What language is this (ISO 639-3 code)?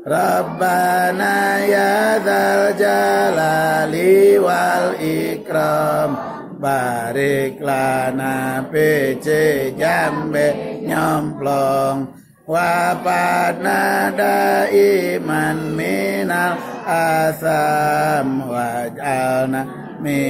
sun